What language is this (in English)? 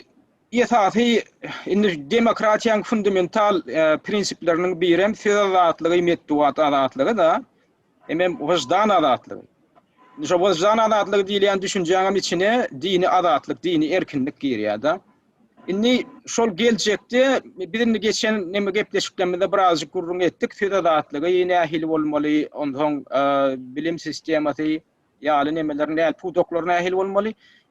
Turkmen